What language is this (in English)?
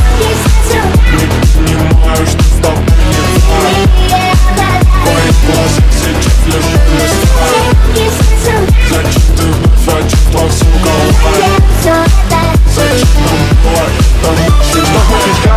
Russian